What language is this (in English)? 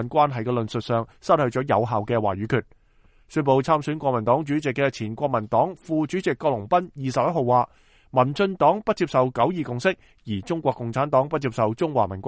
Cantonese